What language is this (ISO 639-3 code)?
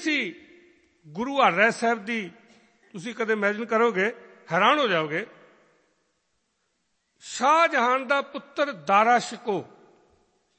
pan